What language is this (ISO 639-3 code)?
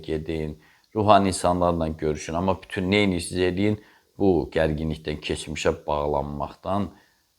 aze